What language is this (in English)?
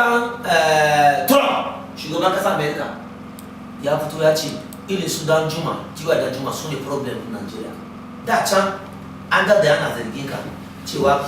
Hausa